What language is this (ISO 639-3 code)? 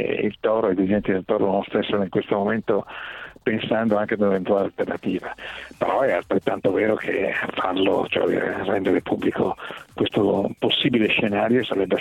ita